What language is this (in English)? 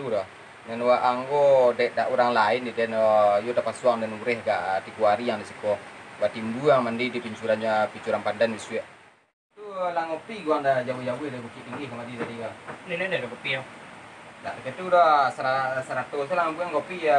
Minangkabau